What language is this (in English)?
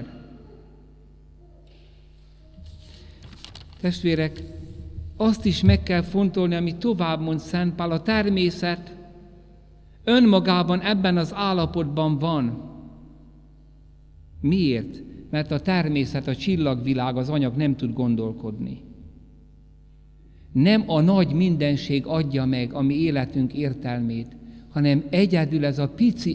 Hungarian